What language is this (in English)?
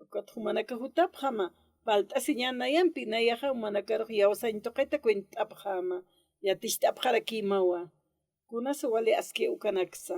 Aymara